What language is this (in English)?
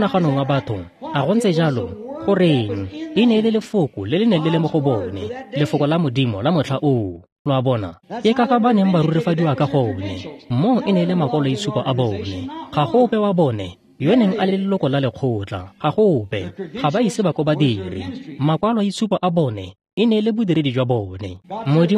Tswana